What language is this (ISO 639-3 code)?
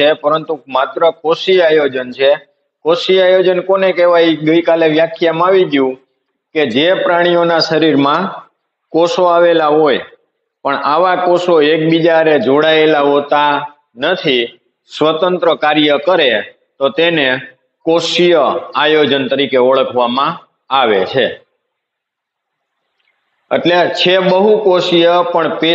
guj